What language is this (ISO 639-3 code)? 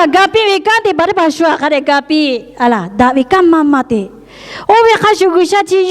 lhu